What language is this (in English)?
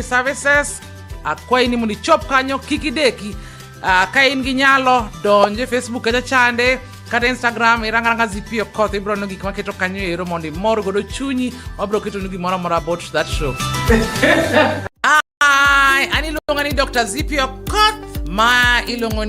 Luo (Kenya and Tanzania)